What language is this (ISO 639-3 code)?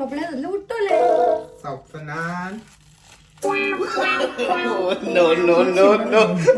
kok